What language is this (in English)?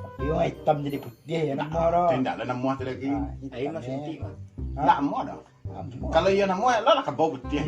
Minangkabau